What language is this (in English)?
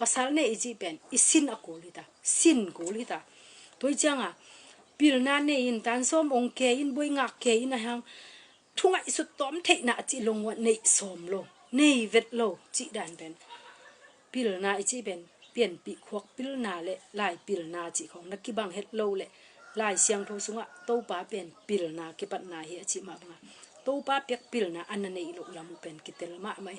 Tedim Chin